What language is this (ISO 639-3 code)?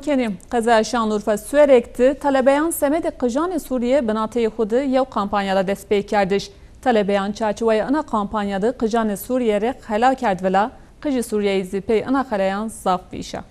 zza